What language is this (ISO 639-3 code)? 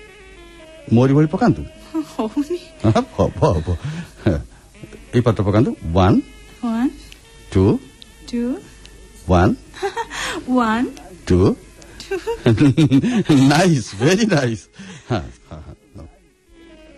ori